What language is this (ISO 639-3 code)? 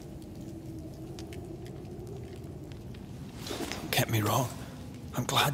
eng